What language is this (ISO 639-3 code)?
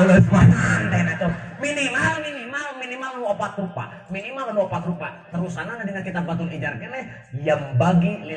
sun